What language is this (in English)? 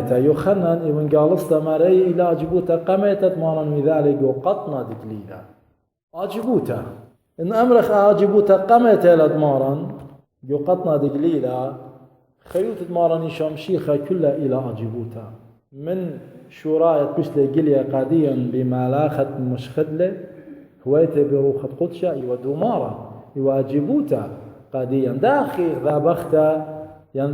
Assyrian Neo-Aramaic